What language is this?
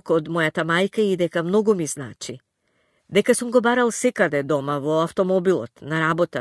Macedonian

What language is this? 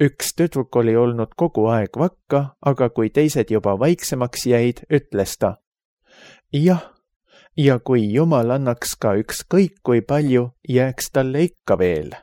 Estonian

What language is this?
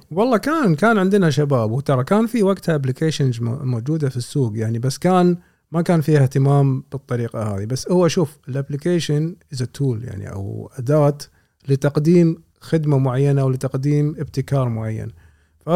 Gulf Arabic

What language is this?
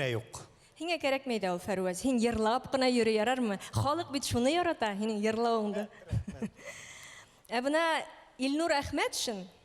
Bashkir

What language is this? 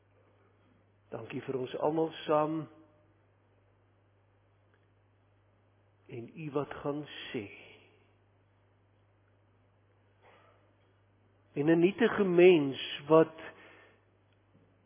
Afrikaans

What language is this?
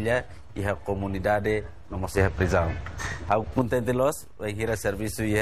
Tetum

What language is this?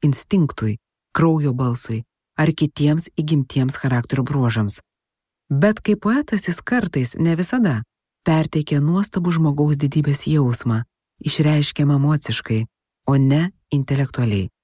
Lithuanian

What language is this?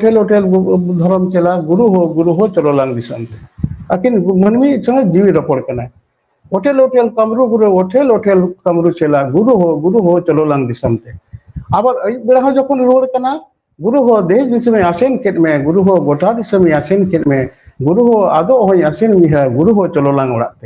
Santali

